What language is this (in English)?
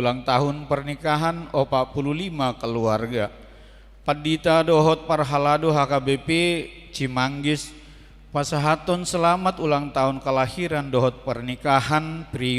Batak Toba